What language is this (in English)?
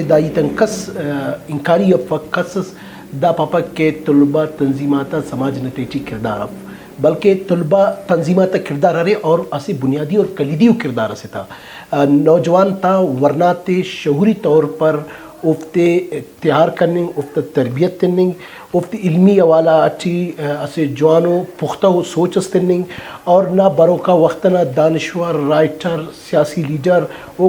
Brahui